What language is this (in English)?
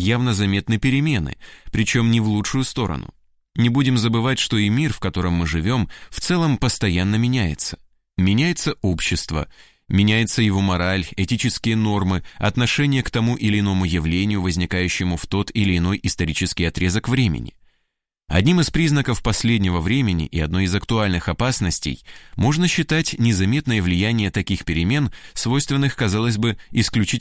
Russian